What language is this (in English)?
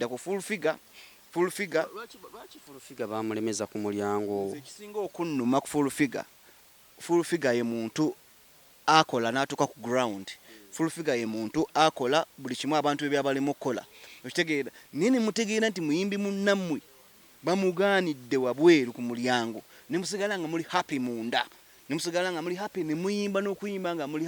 Ganda